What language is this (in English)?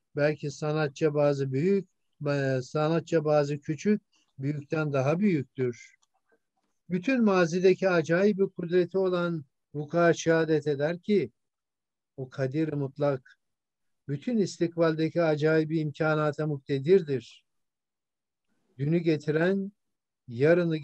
Turkish